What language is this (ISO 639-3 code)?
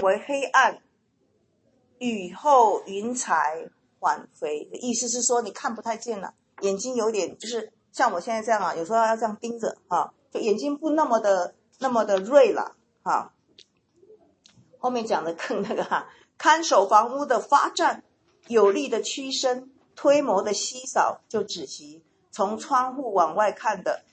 zho